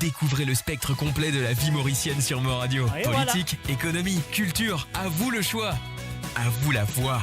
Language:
Morisyen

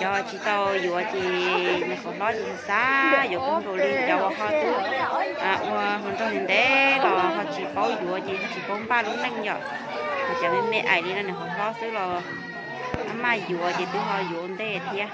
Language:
Hmong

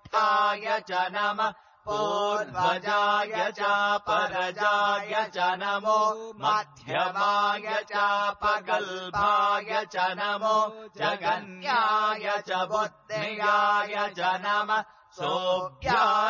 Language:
Sanskrit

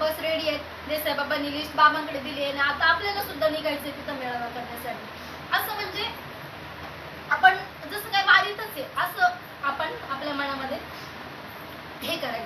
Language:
Marathi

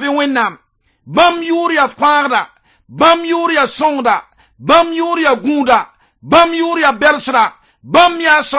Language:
Mossi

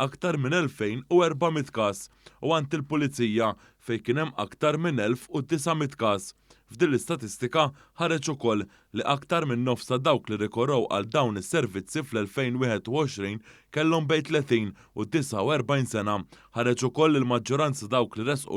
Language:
Maltese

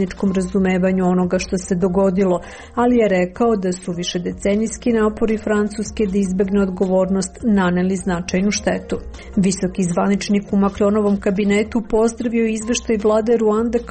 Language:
Serbian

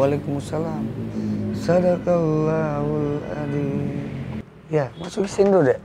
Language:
Makassar Malay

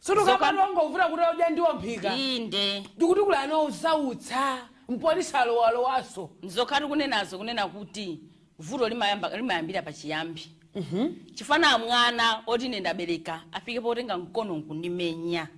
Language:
Nyanja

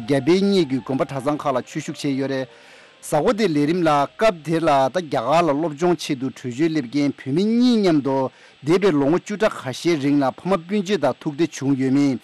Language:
Tibetan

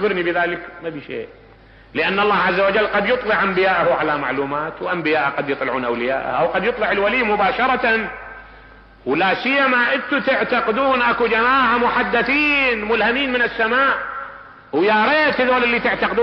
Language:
Mesopotamian Arabic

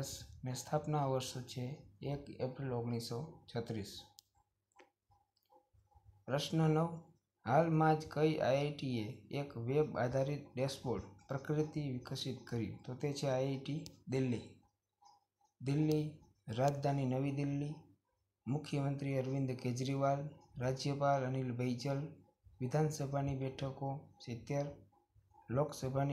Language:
Gujarati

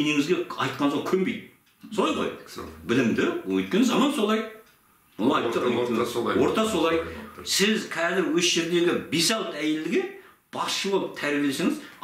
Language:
Kazakh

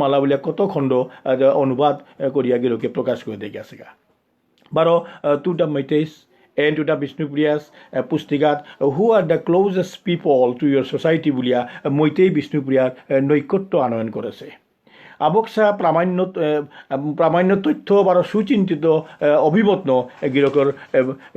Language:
Bishnupriya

